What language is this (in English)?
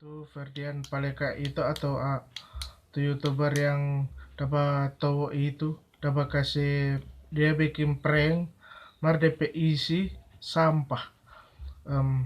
Manado Malay